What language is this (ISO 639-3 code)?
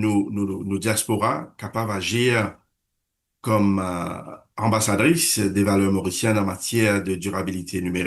mfe